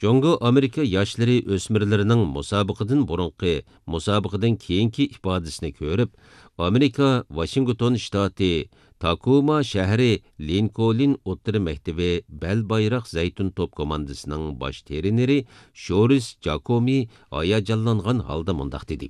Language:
Uyghur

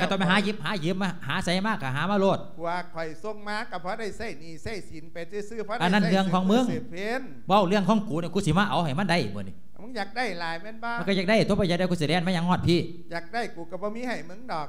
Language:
Lao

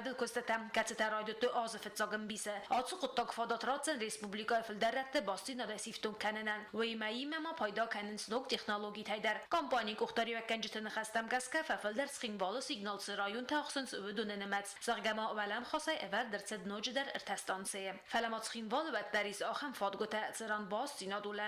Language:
Ossetic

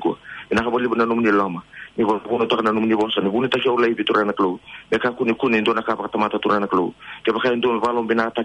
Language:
Fijian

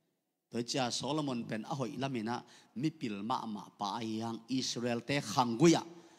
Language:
Tedim Chin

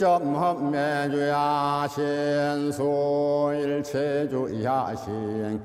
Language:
Korean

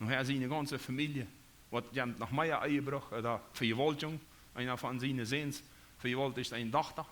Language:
Plautdietsch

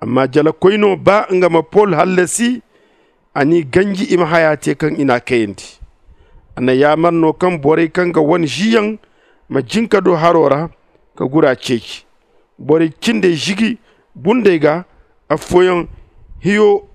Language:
Zarma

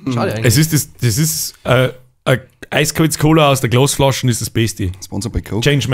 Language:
Bavarian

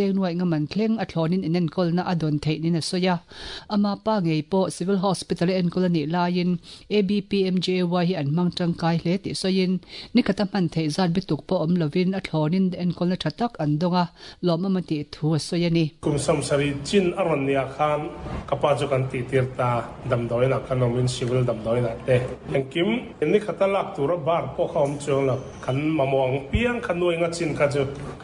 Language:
Mizo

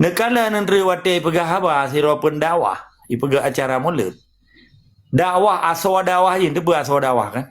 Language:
Achinese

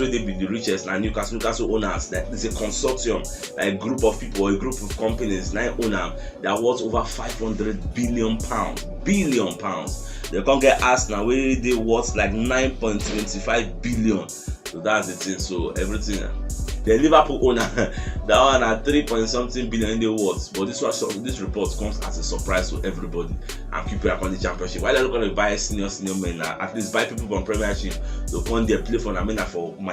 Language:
Nigerian Pidgin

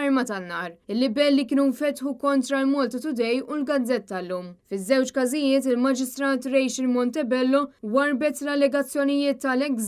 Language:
Maltese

